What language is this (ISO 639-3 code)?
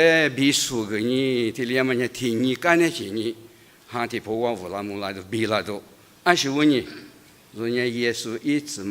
lis